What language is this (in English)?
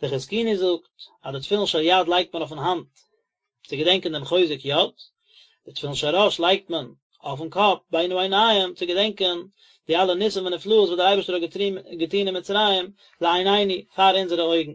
Yiddish